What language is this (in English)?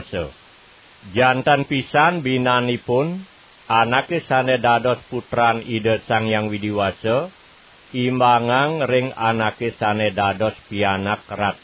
Balinese